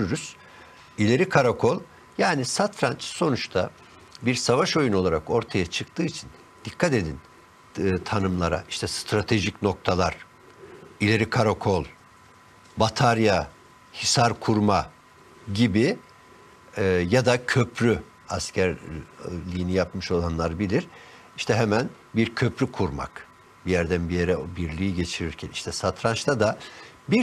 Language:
Turkish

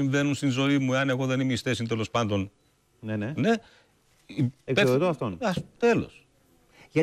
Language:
Greek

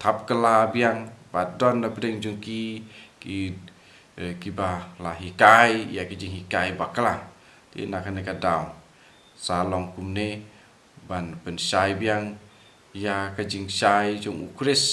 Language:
Khasi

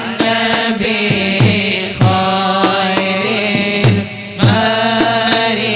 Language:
Malayalam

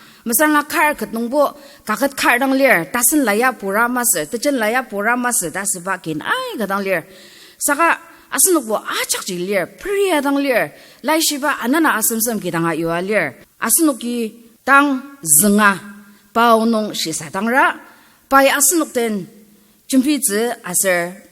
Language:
Ao Naga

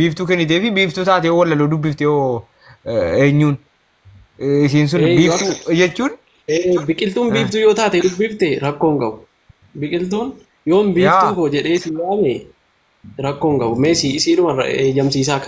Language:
Oromo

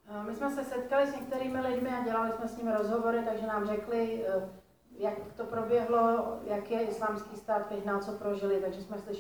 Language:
Czech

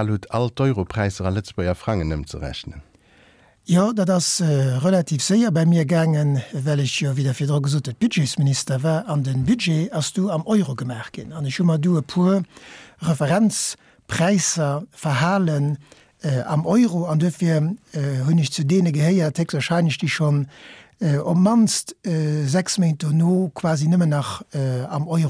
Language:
Luxembourgish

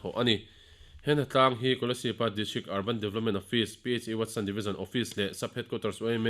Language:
Mizo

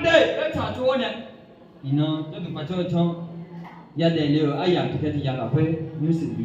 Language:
Akha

